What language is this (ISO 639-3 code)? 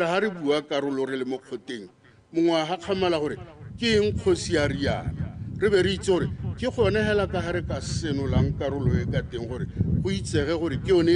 tsn